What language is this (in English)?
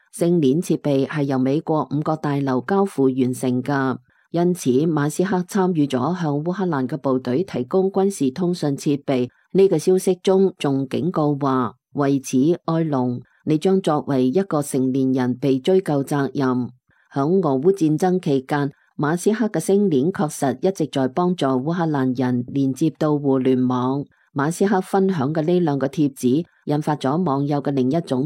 Cantonese